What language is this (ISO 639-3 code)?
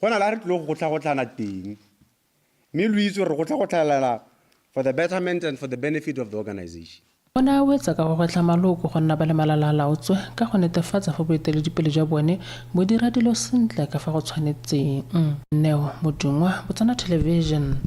tsn